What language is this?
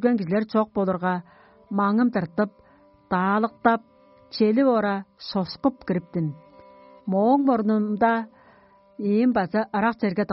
Tuvinian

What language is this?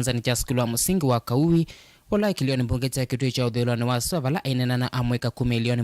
Kamba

